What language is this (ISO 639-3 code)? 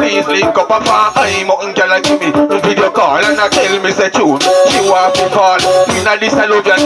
jam